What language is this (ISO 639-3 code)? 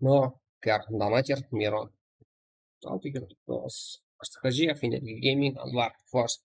kaa